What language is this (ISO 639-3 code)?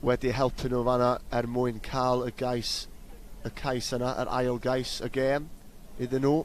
cym